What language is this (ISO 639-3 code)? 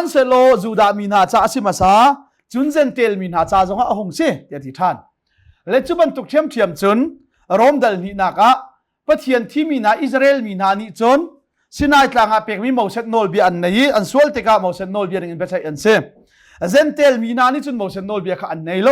cnh